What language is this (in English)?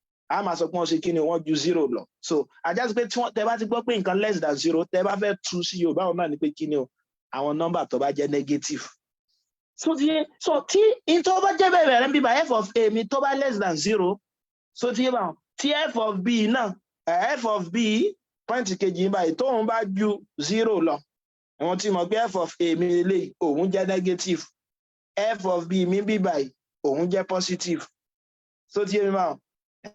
Yoruba